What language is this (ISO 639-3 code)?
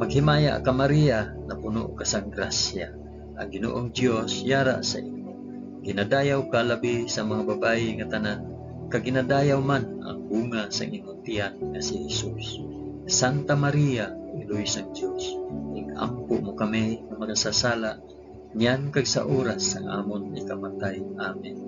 hil